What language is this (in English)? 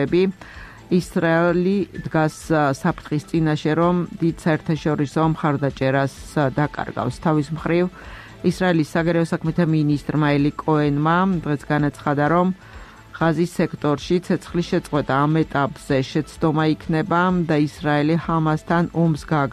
Georgian